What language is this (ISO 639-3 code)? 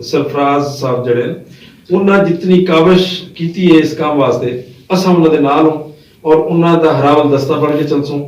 skr